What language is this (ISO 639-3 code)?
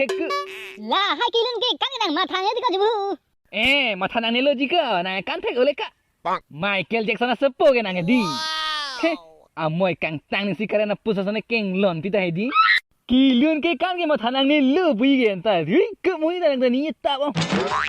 mjw